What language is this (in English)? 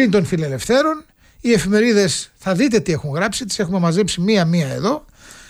Greek